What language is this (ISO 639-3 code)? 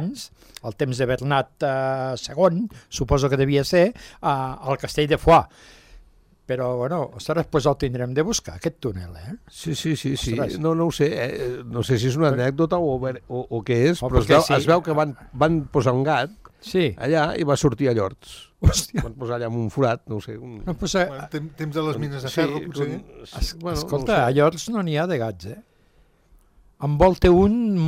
cat